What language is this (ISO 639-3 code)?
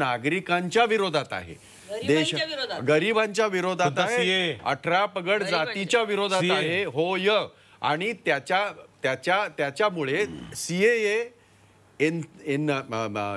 mar